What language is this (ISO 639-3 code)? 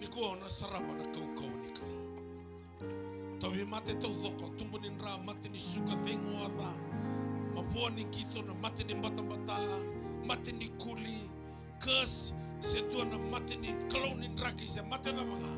fij